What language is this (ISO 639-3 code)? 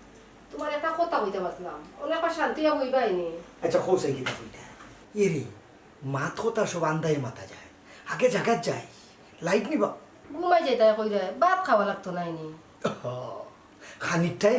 syl